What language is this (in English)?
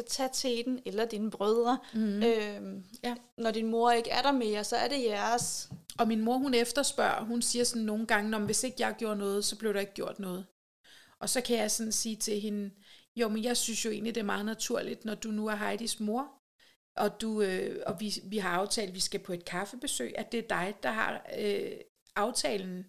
Danish